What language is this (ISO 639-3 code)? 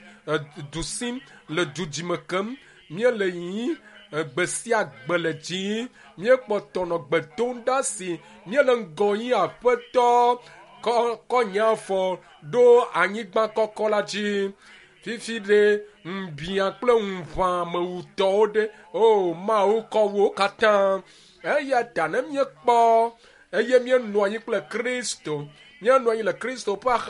ewe